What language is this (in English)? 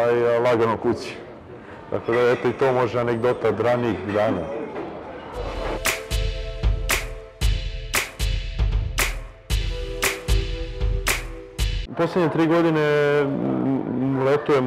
Serbian